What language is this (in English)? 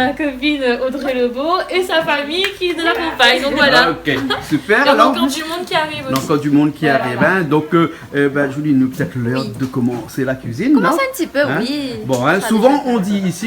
Réunion Creole French